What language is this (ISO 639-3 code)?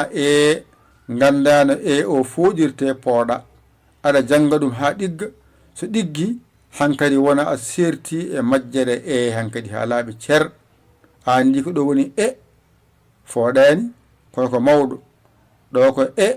ful